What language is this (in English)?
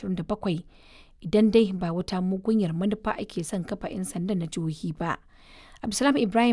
Hausa